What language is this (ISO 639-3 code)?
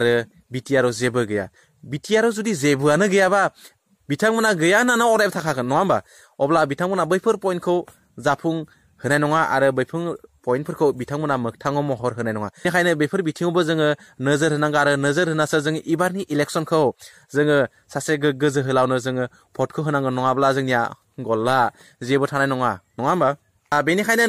brx